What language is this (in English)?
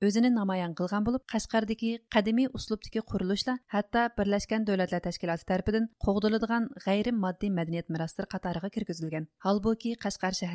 Uyghur